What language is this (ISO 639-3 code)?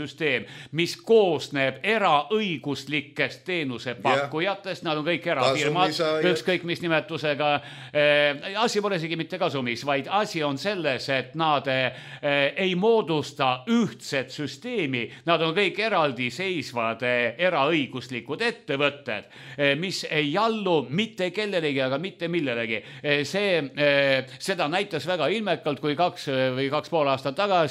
est